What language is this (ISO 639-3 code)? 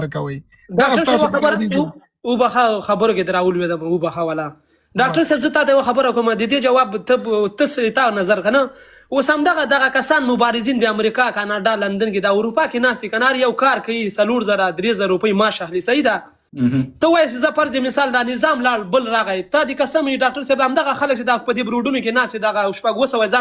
pus